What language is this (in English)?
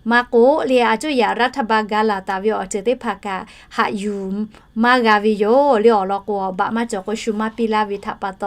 Lahu